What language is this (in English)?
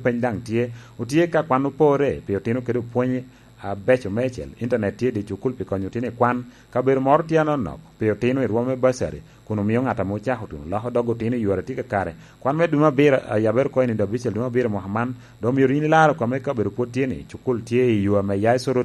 Lango (Uganda)